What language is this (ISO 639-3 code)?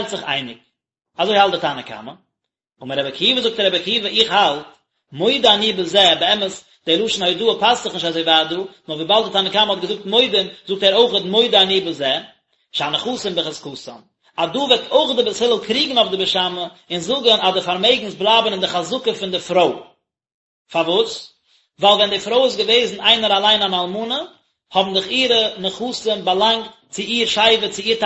yid